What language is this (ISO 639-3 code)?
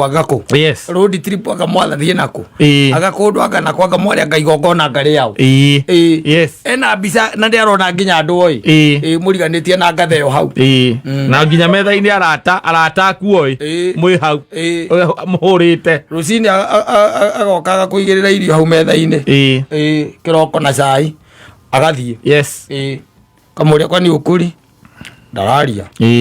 kik